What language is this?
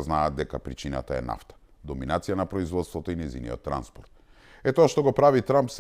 Macedonian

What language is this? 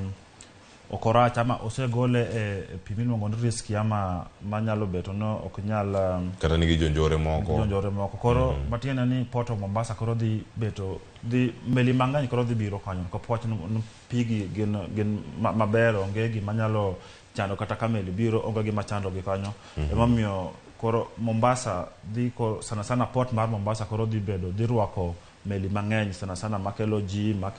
Luo (Kenya and Tanzania)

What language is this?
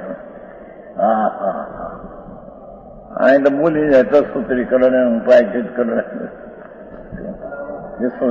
Gujarati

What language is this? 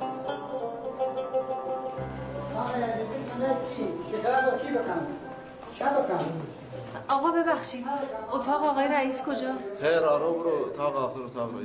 Persian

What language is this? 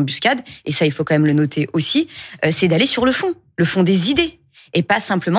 French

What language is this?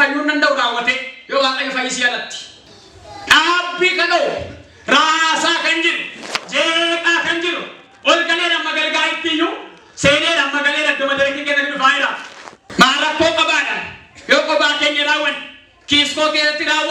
Oromo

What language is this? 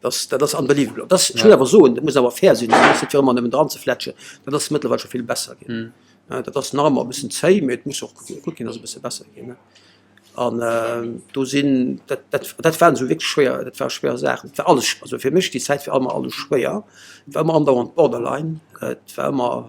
Luxembourgish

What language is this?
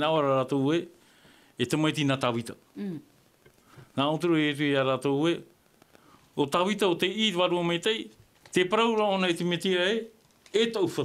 Tahitian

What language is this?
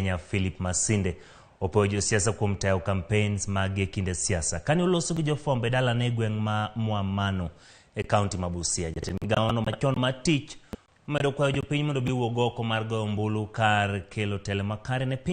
Luo (Kenya and Tanzania)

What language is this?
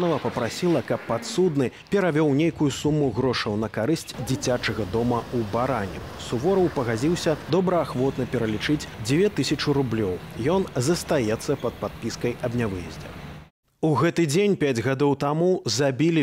Belarusian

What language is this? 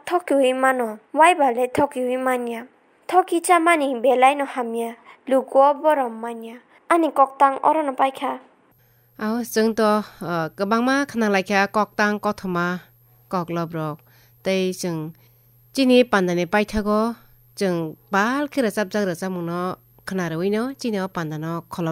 Kok Borok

